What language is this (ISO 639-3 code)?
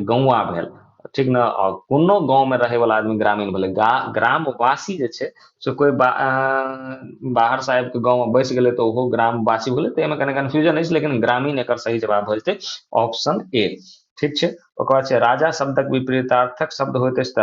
mai